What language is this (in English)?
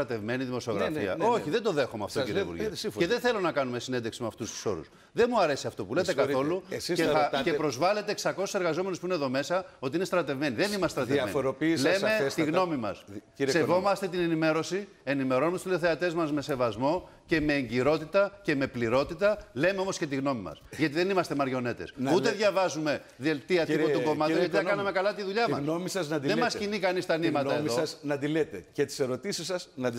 Greek